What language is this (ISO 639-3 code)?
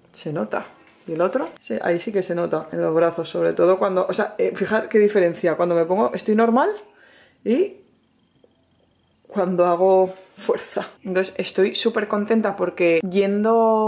spa